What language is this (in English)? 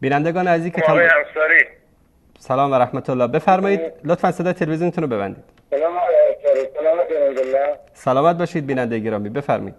Persian